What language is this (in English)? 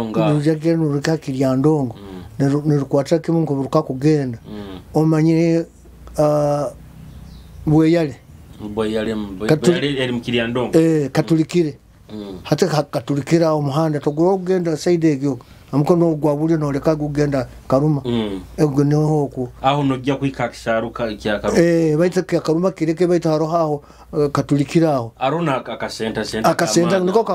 Nyoro